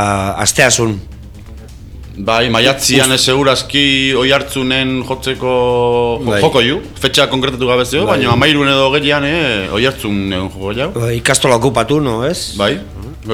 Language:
Basque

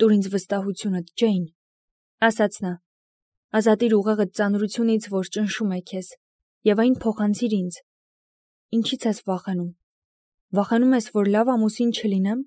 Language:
Armenian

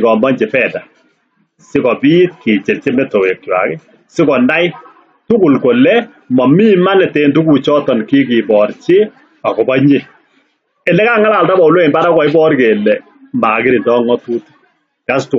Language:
Kalenjin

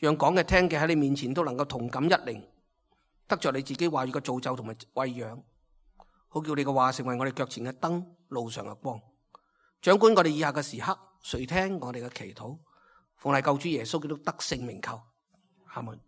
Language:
Cantonese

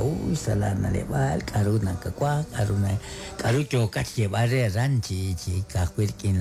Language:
Kekchí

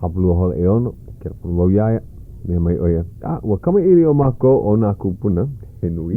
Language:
Hawaiian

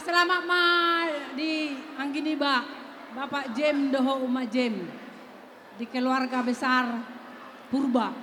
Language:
Batak Toba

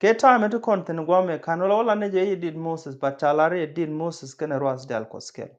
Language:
Nuer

